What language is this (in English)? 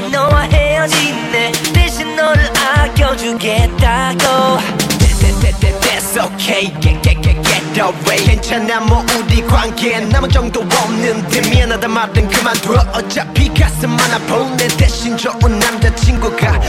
Korean